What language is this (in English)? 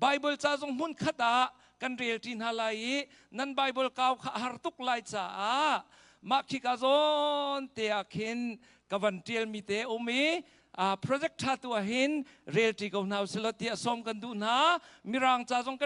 Hakha Chin